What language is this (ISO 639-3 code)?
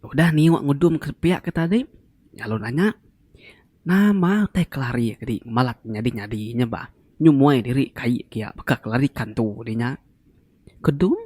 iba